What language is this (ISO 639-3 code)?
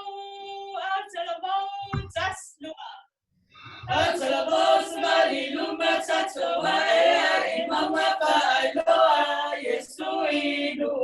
smo